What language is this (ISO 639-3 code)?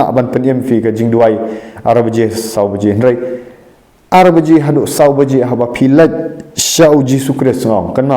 kha